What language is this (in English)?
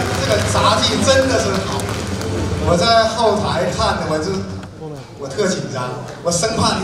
Chinese